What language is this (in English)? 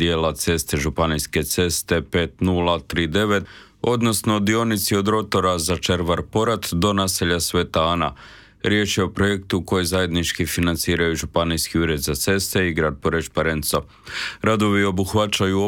Croatian